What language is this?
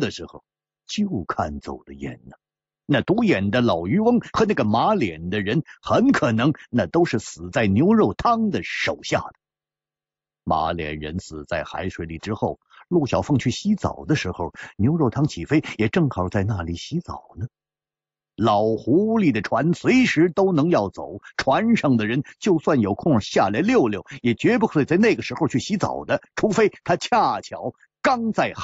Chinese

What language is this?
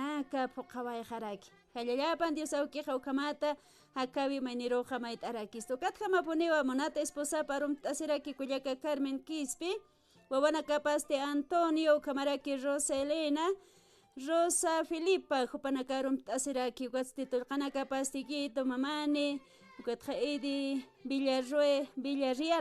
Aymara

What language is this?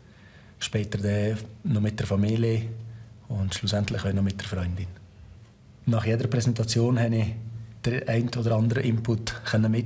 Swiss German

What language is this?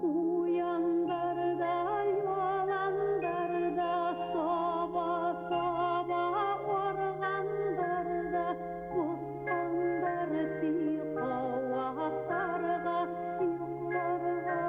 Bashkir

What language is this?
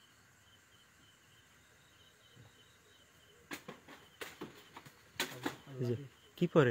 Bangla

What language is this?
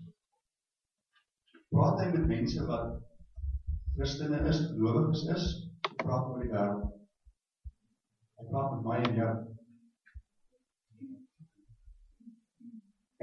Afrikaans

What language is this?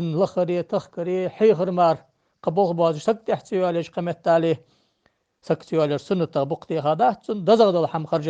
Ingush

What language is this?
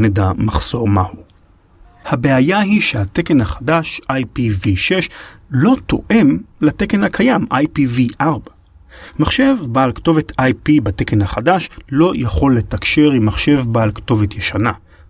Hebrew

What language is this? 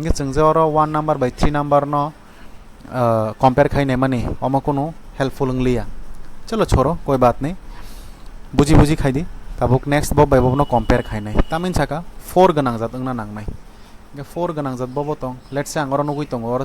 Kok Borok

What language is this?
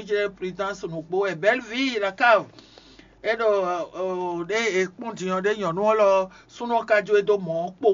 Fon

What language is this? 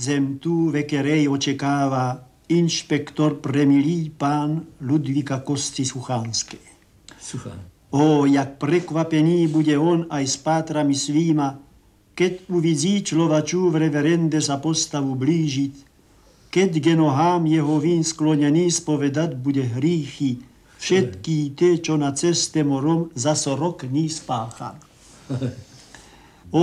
Slovak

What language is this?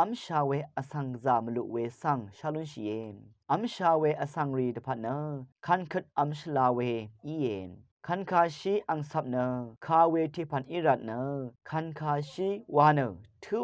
Rawang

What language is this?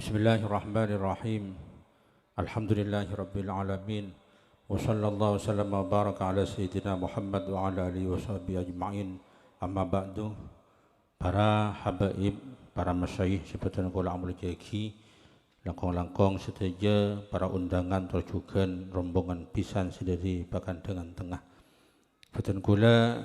Madurese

